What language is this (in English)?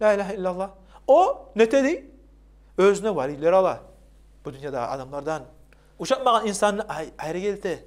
Kumyk